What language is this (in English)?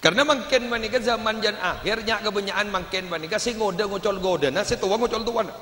Madurese